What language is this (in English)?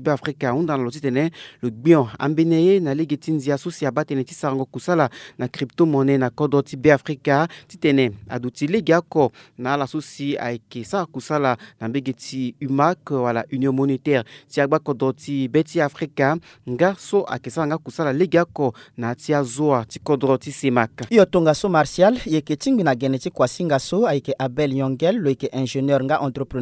Sango